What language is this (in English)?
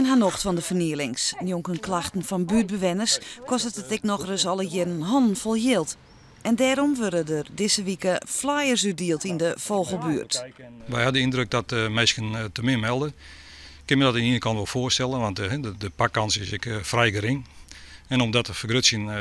Western Frisian